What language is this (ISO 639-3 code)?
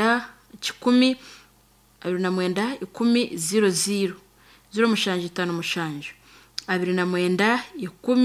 nyn